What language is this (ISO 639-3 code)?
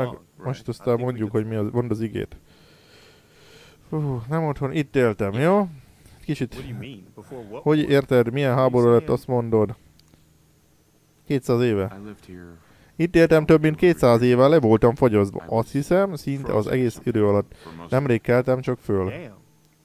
hun